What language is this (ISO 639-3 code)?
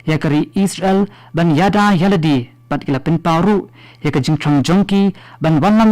kha